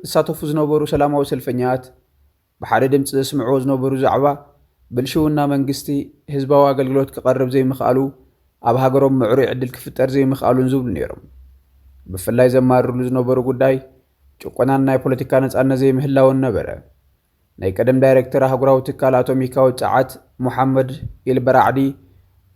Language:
Tigrinya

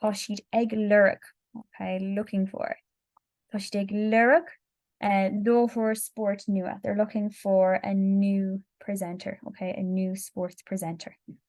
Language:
Irish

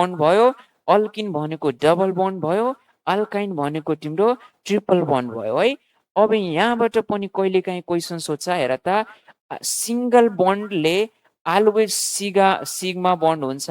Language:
Nepali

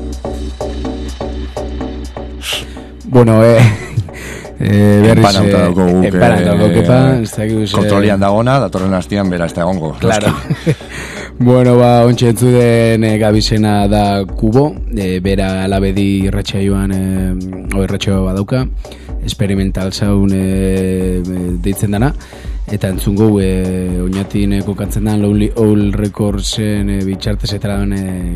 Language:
Basque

